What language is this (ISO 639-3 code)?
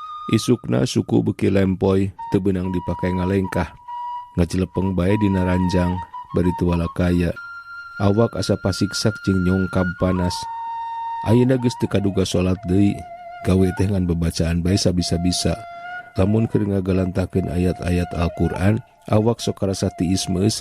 sun